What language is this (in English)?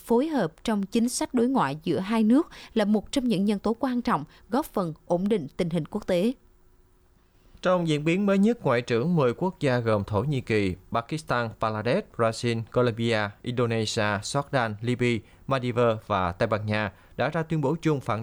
Vietnamese